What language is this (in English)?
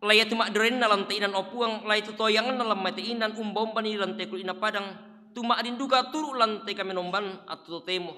Toraja-Sa'dan